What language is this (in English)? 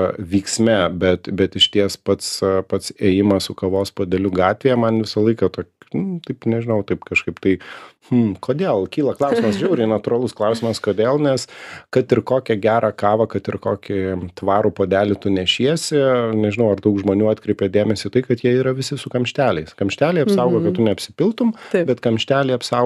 Lithuanian